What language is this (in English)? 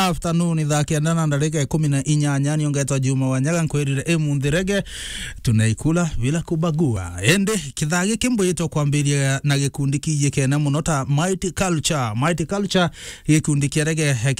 Meru